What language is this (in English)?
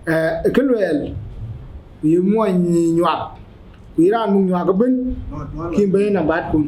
Dinka